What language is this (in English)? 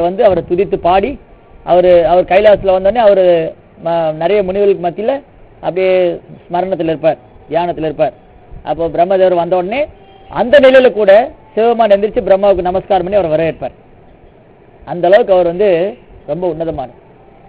Tamil